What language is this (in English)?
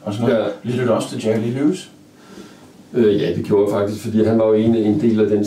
Danish